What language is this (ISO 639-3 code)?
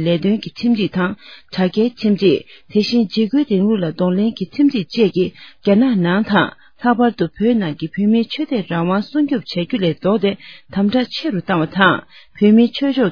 bod